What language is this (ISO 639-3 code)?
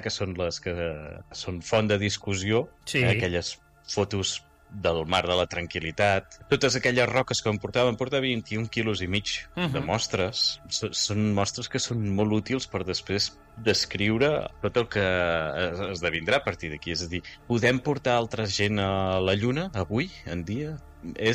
cat